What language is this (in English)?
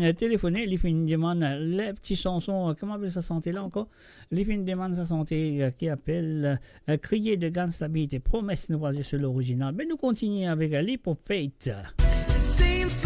Morisyen